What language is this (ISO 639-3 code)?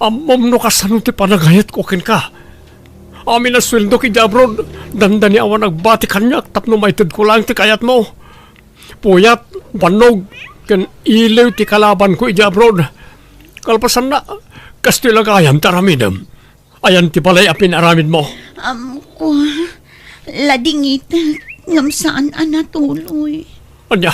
ilo